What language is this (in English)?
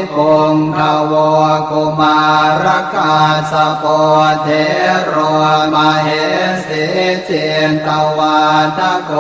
Pali